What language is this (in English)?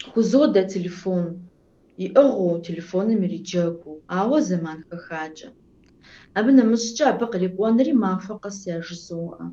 Kabardian